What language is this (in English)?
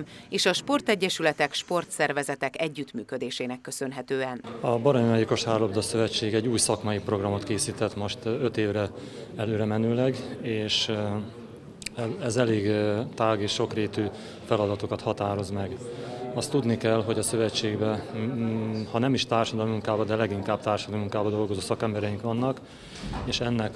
Hungarian